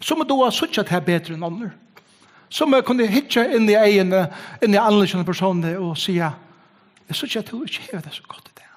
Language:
Faroese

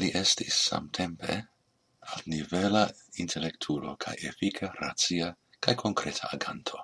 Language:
Esperanto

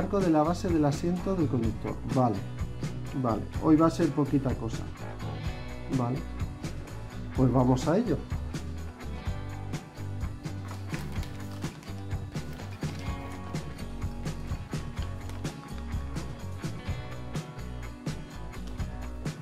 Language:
Spanish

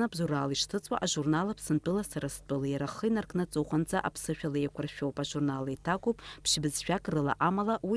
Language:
Abkhazian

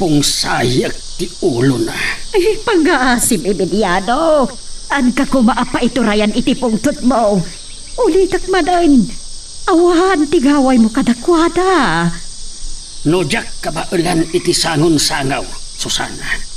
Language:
Iloko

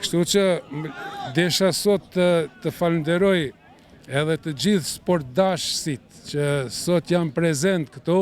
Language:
Albanian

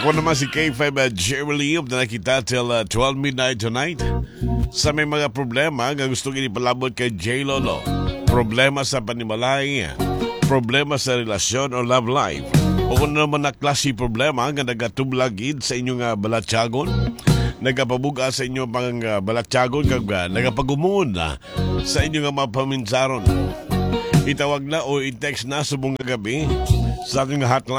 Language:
Hiligaynon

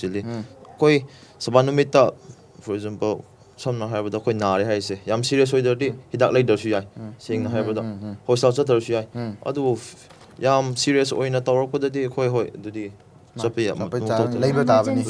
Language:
Manipuri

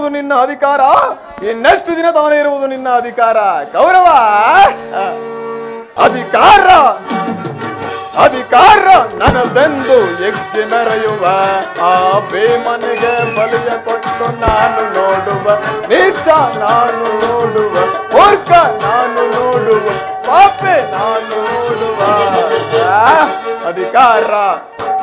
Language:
Kannada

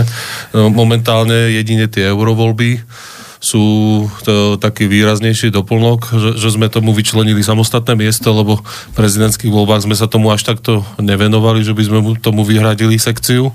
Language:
Slovak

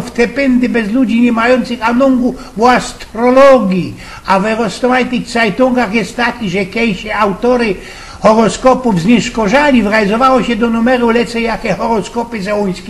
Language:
Silesian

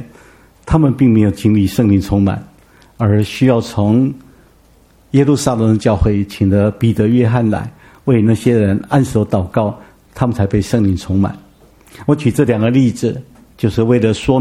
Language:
Chinese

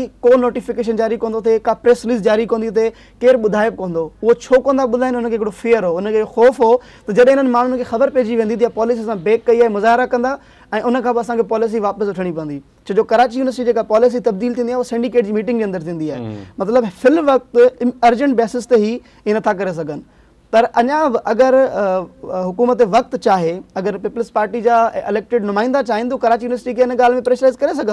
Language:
Sindhi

